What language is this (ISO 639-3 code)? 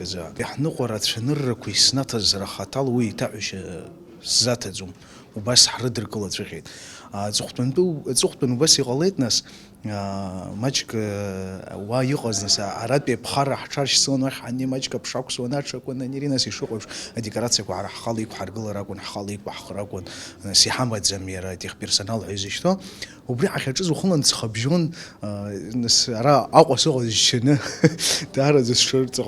abk